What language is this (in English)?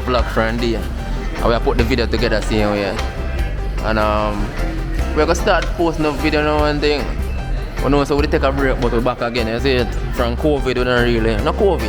Jamaican Creole English